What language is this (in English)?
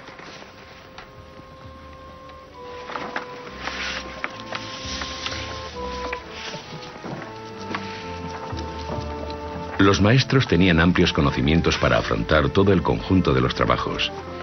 Spanish